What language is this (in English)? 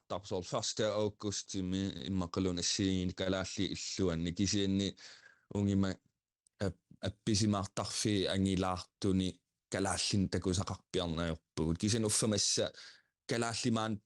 Kalaallisut